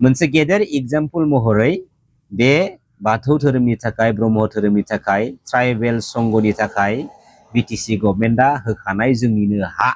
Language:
Bodo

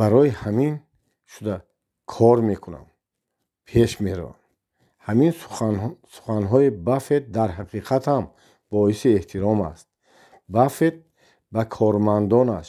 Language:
Tajik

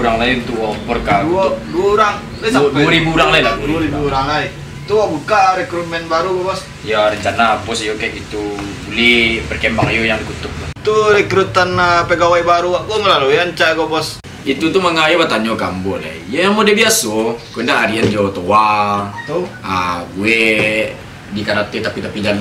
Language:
Minangkabau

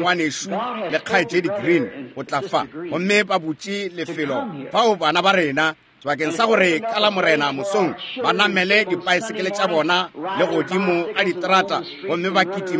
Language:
Northern Sotho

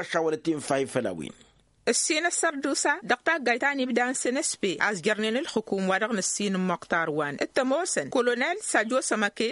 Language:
Tamasheq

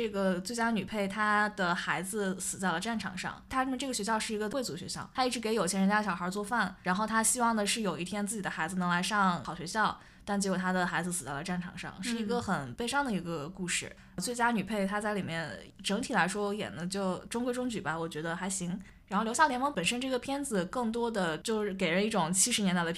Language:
Chinese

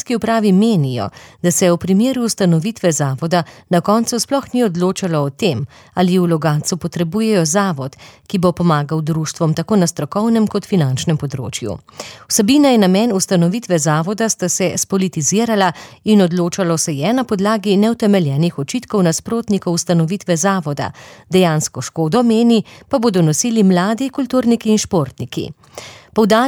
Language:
Slovenian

